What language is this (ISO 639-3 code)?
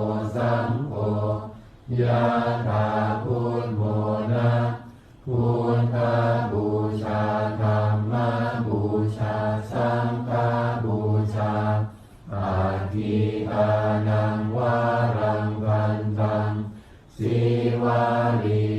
pli